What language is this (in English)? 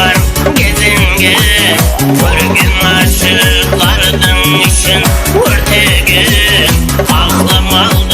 Kara-Kalpak